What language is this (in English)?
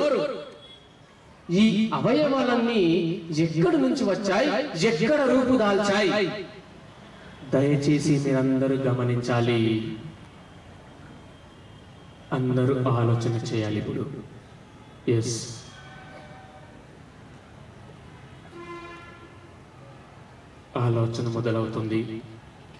Telugu